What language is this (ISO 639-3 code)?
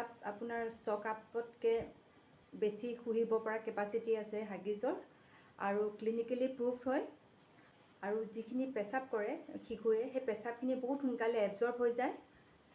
asm